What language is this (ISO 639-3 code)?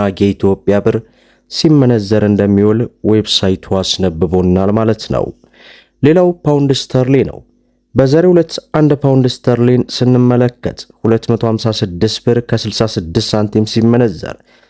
amh